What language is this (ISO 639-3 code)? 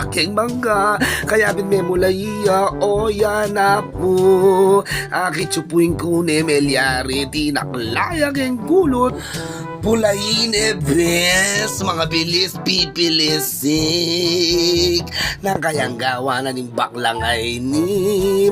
pam